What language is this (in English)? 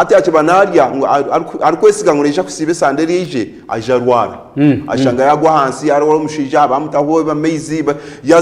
Nyankole